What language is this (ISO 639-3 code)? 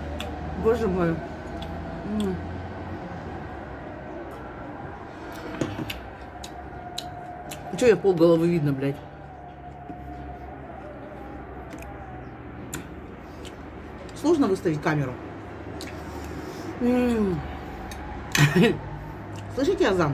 rus